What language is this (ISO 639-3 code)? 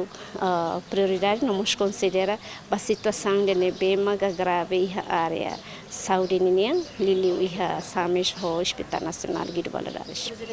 tet